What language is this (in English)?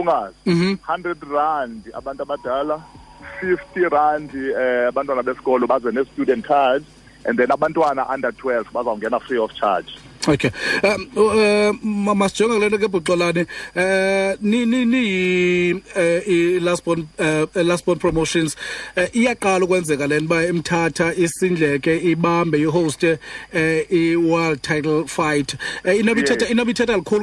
Xhosa